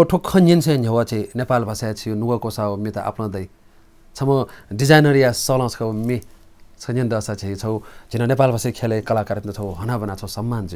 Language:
Newari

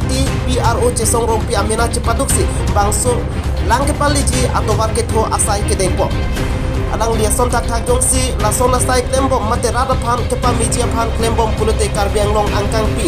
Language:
Karbi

